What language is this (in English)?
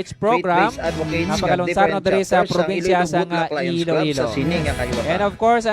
Hiligaynon